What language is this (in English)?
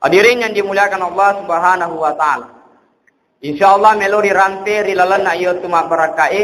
Buginese